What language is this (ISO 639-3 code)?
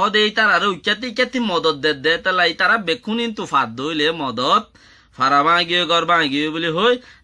rhg